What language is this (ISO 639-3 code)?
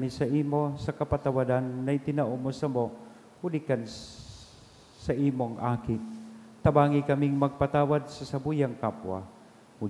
bik